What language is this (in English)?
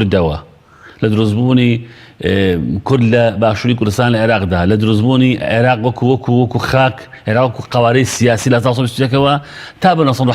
Central Kurdish